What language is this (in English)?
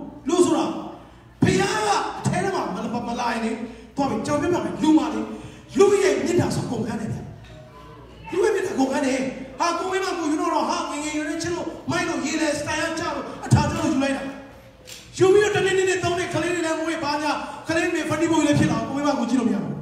Burmese